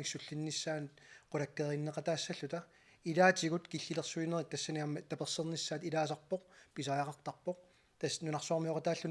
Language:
Kalaallisut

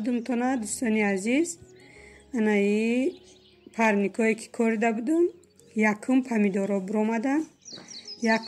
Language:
Tajik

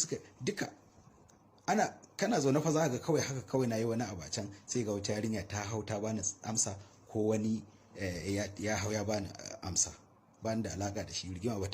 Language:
Hausa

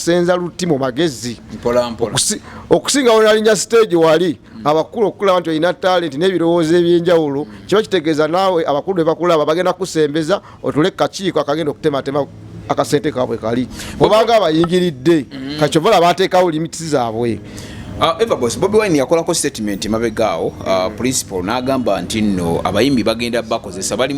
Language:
Ganda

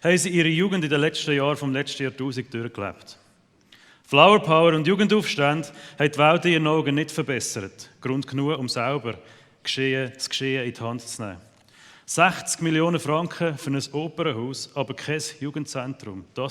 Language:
Swiss German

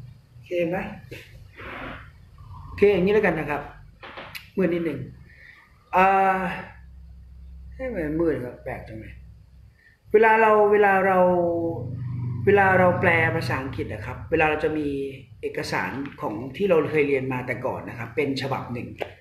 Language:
Thai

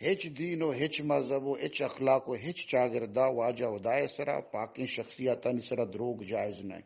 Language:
Eastern Balochi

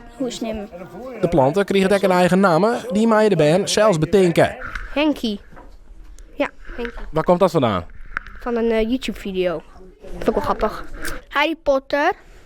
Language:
Western Frisian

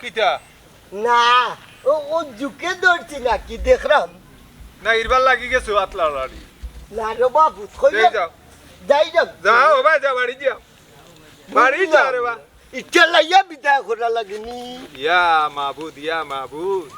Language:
Sylheti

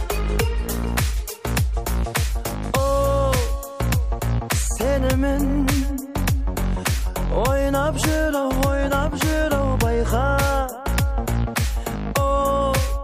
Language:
Kazakh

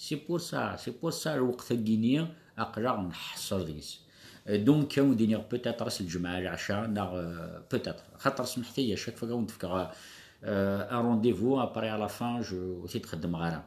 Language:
Kabyle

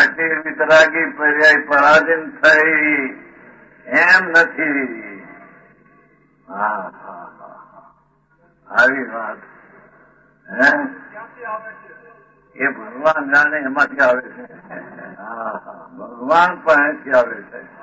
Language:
Gujarati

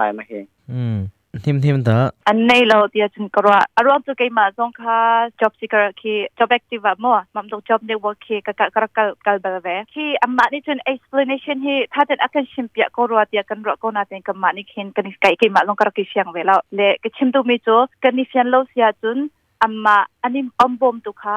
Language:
Hakha Chin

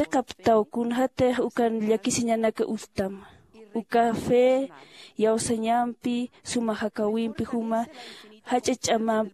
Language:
Aymara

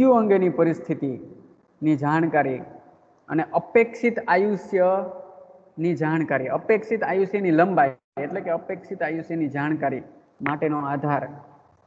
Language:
Gujarati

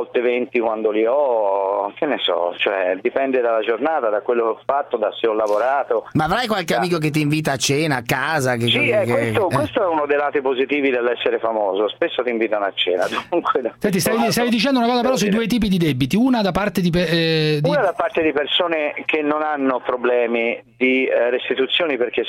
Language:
Italian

